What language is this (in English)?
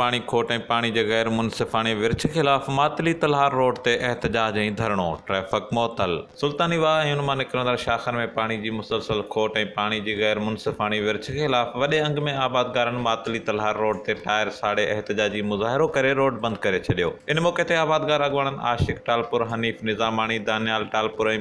Sindhi